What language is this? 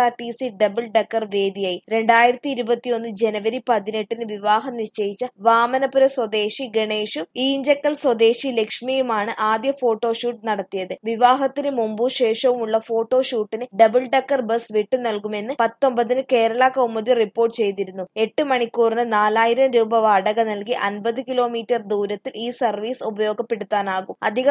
Malayalam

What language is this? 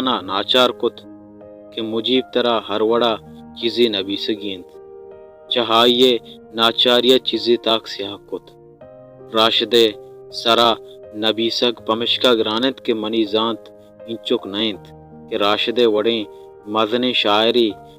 Baluchi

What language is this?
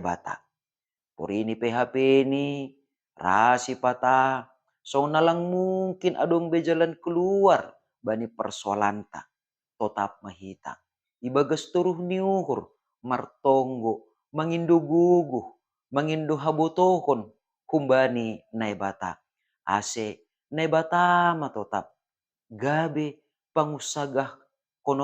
Batak Simalungun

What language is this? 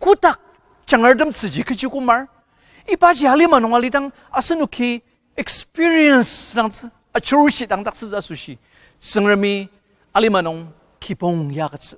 Ao Naga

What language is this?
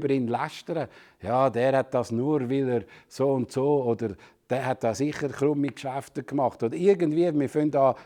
Swiss German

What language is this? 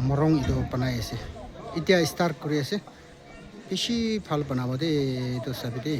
Naga Pidgin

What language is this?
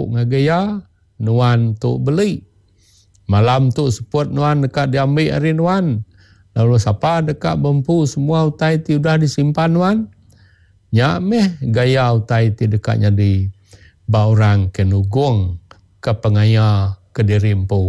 Iban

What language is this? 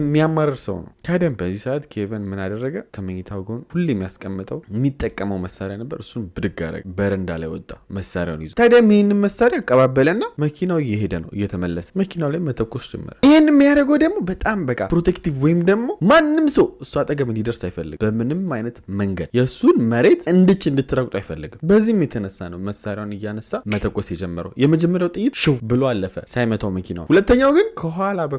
Amharic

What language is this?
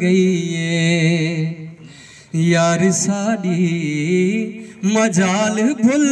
Saraiki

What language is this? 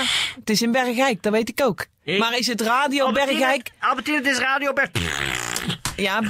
Dutch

